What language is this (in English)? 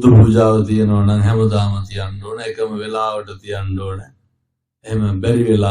Sinhala